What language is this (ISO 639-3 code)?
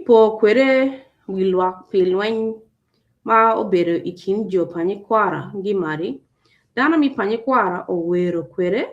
ach